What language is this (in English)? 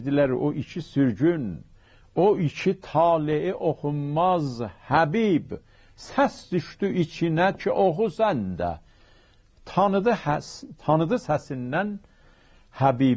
South Azerbaijani